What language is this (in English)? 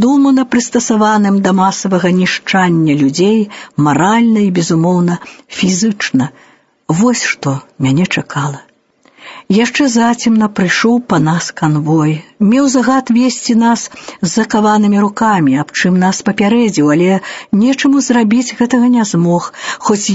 Belarusian